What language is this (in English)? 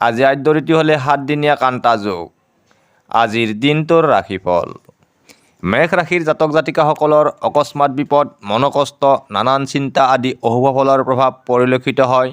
Assamese